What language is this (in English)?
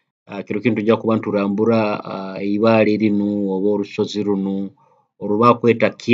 Nyoro